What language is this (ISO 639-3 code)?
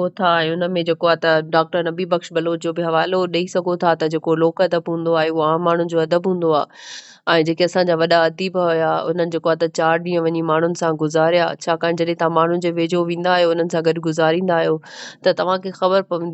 snd